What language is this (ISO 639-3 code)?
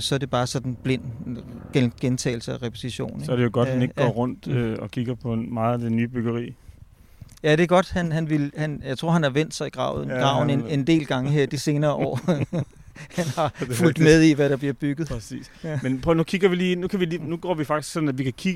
dan